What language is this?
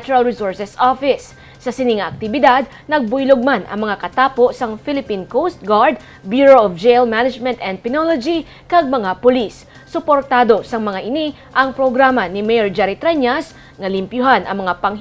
Hiligaynon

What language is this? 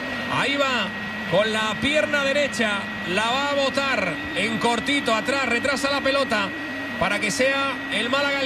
Spanish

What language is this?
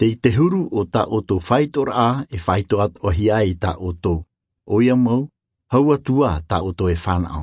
Tahitian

